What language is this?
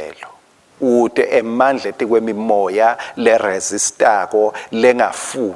Swati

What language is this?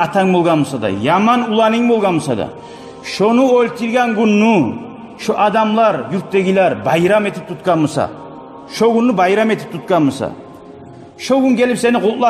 Kumyk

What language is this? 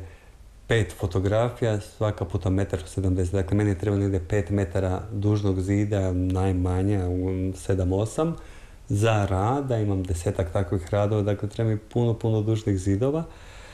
Serbian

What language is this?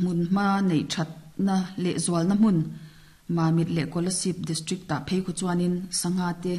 Mizo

